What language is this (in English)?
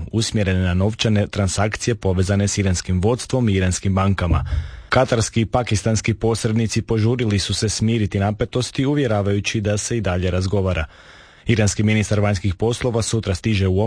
Croatian